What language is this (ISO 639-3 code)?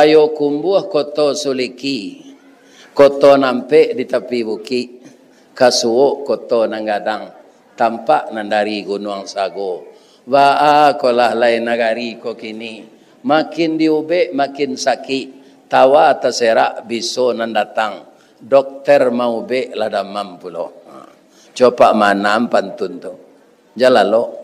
min